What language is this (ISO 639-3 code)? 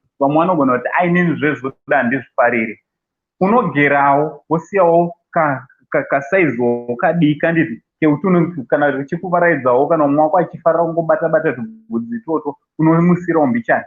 sna